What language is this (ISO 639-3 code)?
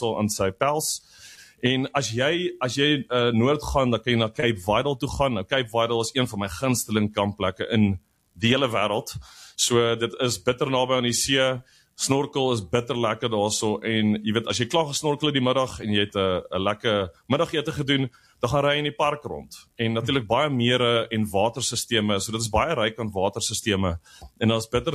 afr